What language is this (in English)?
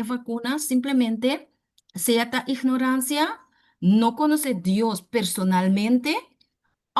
Papiamento